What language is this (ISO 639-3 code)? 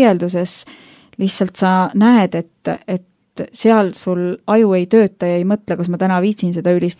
est